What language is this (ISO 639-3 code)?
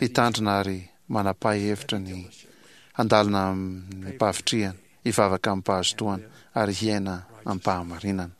mlg